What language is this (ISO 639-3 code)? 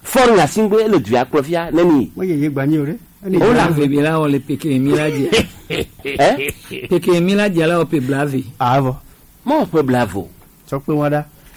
gej